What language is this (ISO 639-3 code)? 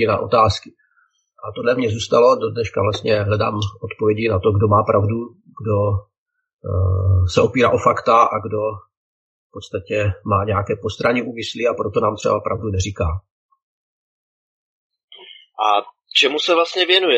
ces